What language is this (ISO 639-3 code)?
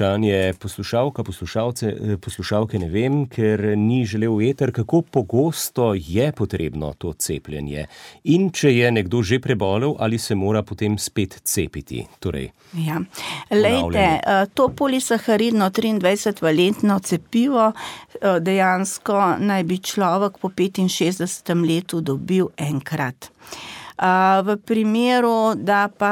slv